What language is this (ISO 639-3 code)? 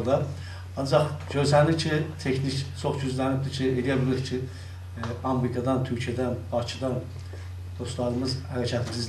azb